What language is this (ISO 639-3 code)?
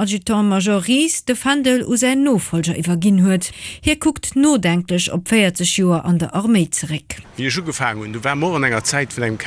ltz